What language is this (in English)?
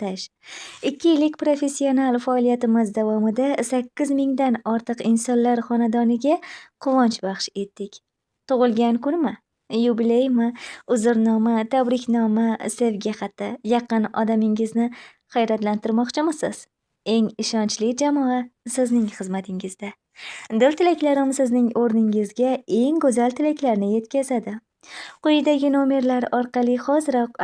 Uzbek